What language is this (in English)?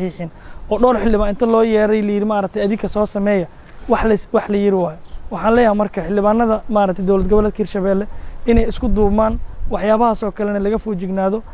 Somali